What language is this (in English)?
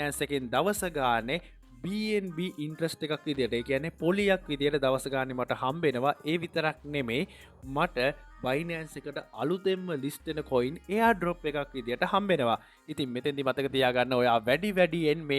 Sinhala